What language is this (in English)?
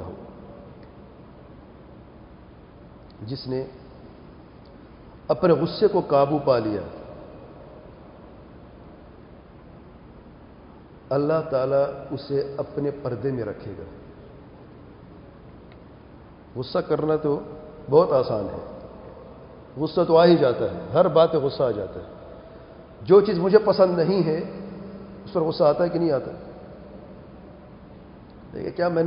Urdu